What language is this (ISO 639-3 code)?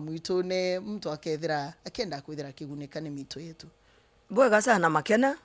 mer